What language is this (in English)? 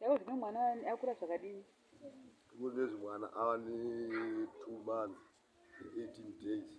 Shona